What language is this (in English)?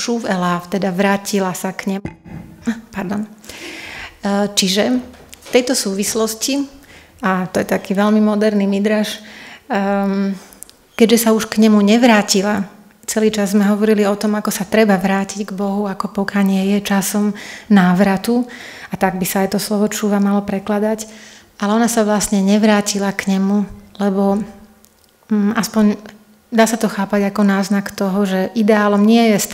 Slovak